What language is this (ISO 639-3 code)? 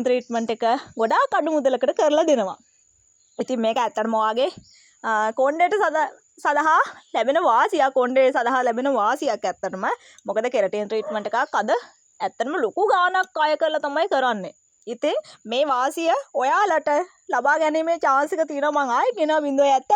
sin